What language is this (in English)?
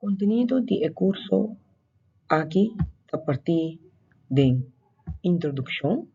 Papiamento